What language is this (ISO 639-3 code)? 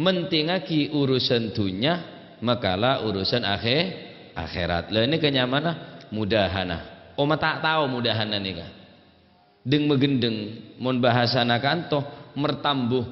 mad